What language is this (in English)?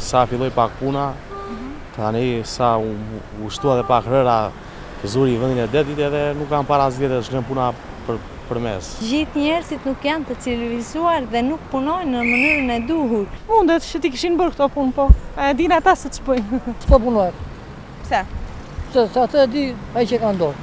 Albanian